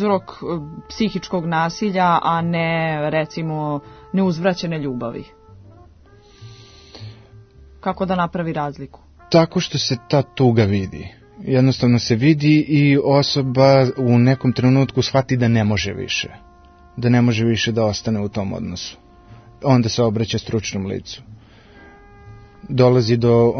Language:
Serbian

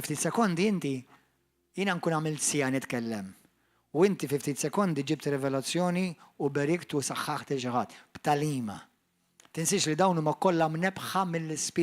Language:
Maltese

